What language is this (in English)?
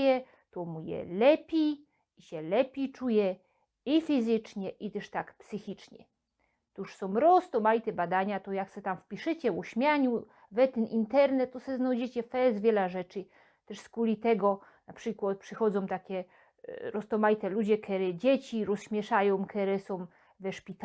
Silesian